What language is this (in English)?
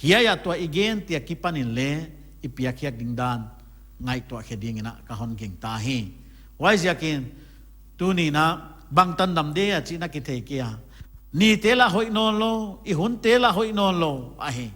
Paite Chin